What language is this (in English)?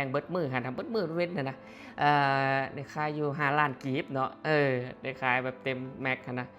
Lao